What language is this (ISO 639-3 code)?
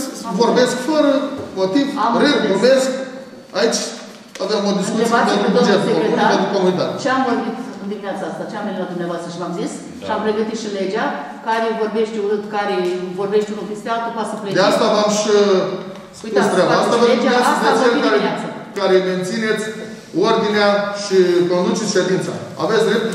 ron